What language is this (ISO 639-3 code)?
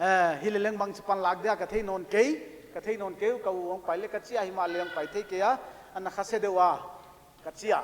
pck